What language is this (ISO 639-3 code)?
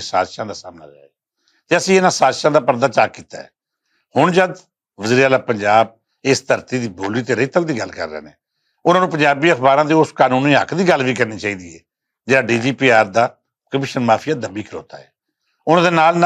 lah